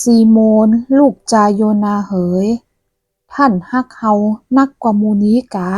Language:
Northern Thai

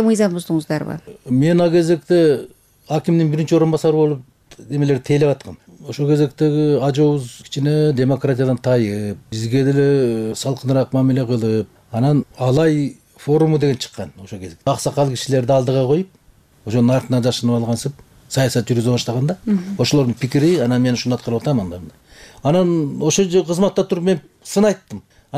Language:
Kyrgyz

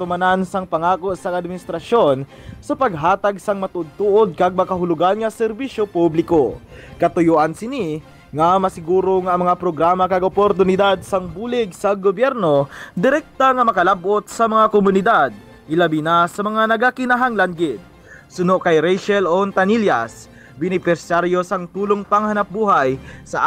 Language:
Hiligaynon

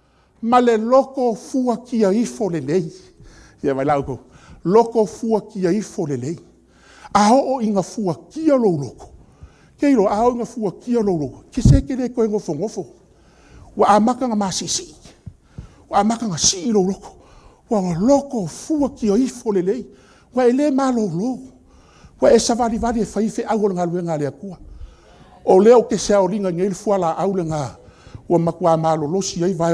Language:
Samoan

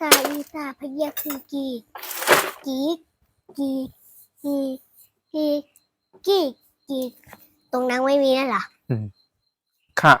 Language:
Shan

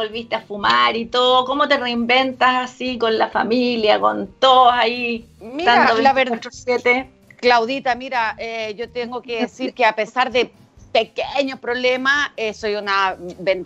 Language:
Spanish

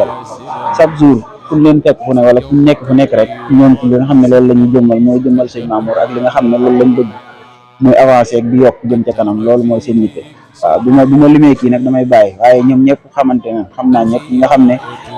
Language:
Wolof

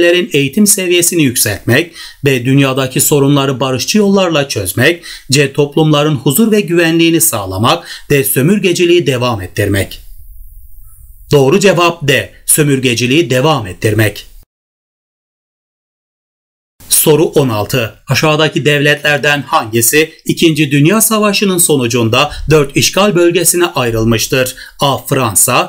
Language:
Turkish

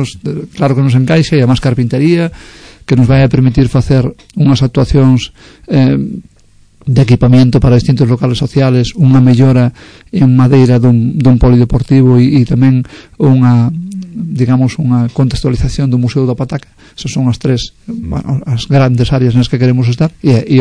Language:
Galician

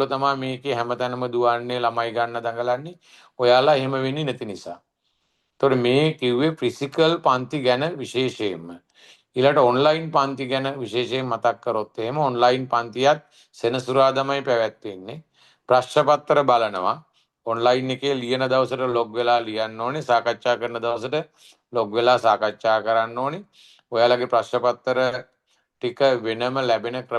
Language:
Sinhala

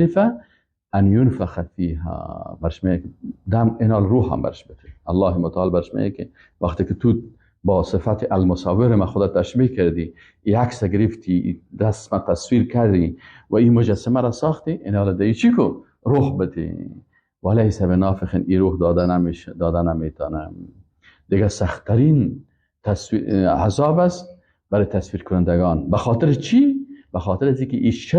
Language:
Persian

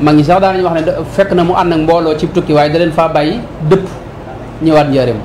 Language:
Wolof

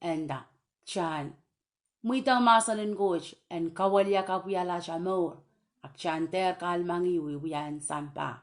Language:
Pohnpeian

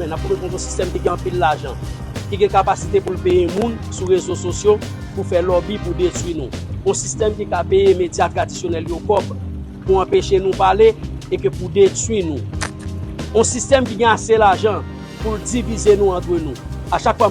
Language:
Haitian Creole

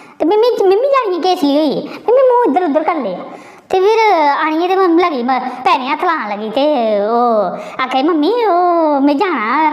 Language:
Dogri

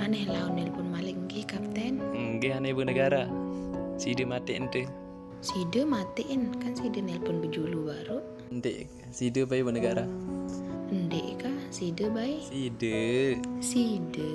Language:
Sasak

